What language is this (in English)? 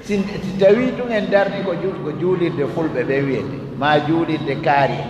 Fula